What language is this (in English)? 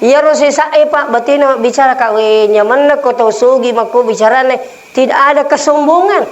Buginese